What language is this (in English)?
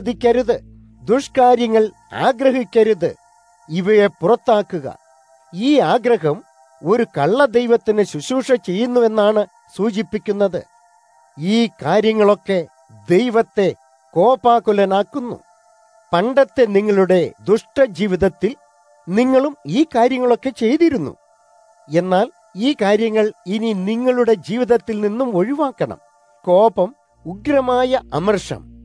Malayalam